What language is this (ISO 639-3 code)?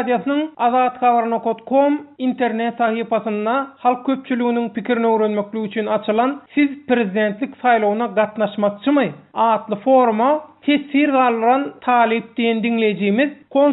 tuk